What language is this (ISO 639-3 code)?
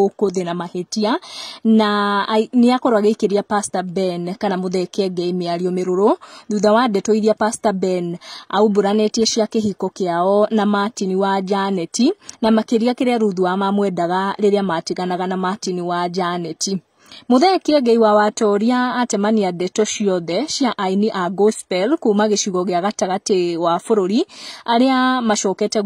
kik